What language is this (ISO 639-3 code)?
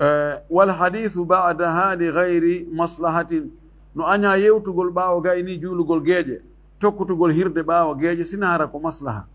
ful